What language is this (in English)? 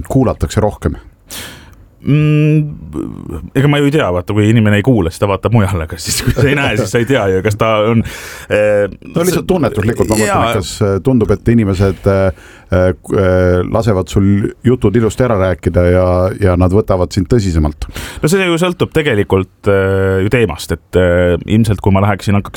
Estonian